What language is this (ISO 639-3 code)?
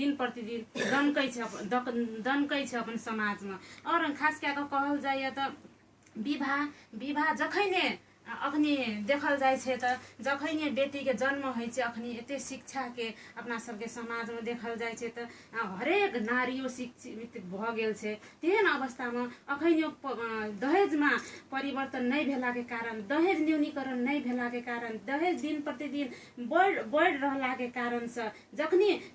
mai